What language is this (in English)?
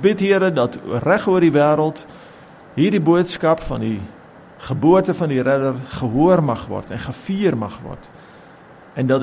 Afrikaans